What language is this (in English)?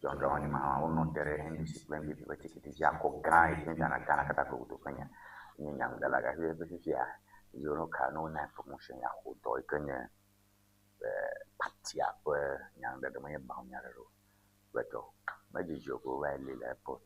Ewe